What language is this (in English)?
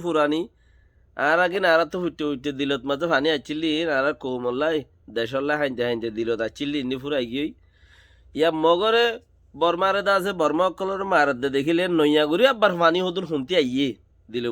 Rohingya